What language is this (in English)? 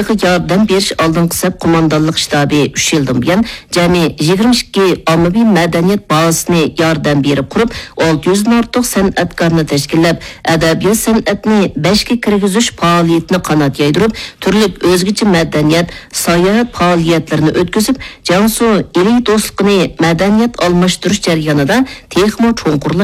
Uyghur